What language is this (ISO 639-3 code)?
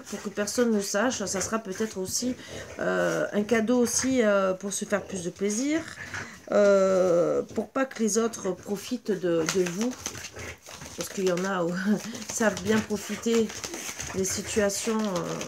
fra